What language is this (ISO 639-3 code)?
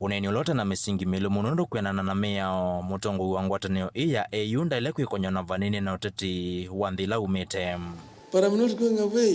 kam